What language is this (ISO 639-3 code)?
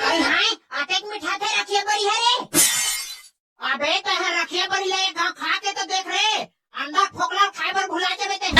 hne